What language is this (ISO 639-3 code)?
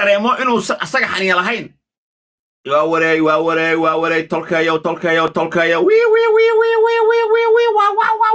som